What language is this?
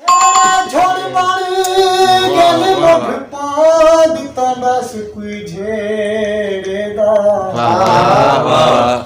Saraiki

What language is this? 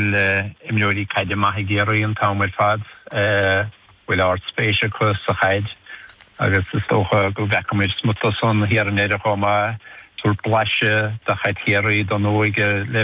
Irish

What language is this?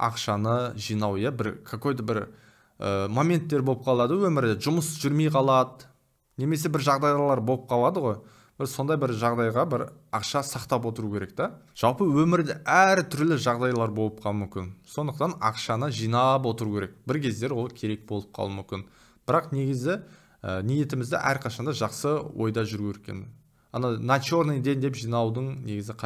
Kazakh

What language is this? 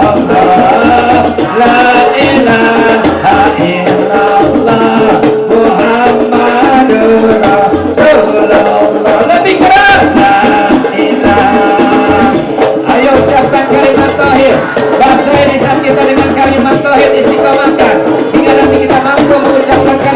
Betawi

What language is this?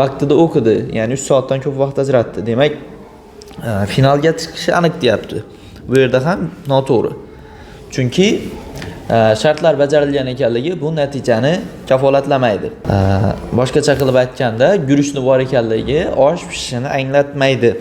Uzbek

